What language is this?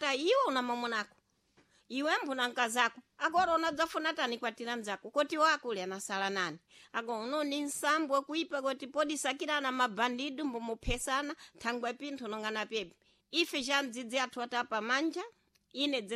Sena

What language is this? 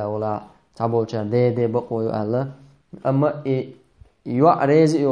Chechen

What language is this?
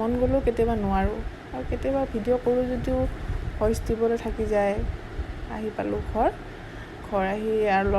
Assamese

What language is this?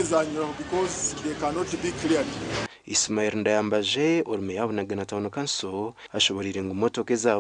Nyankole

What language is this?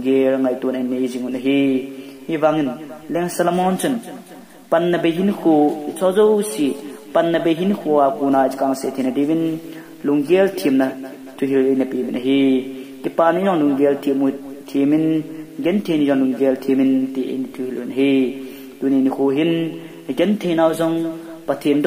Thado Chin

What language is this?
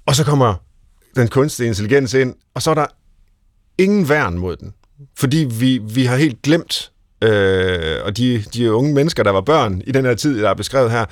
Danish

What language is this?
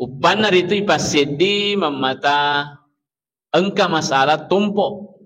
Buginese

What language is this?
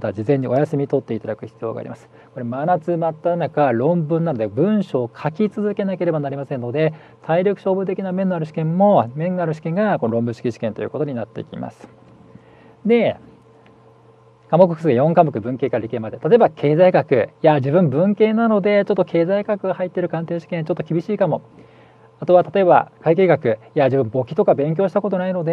Japanese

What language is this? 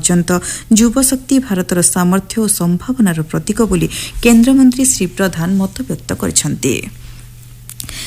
Odia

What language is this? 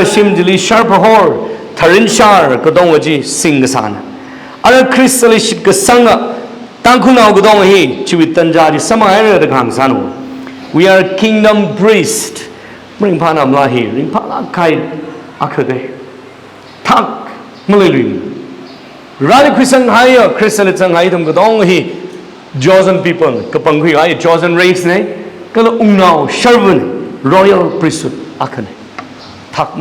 Tangkhul Naga (India)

